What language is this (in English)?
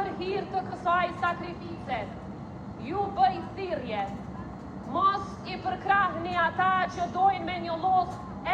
Albanian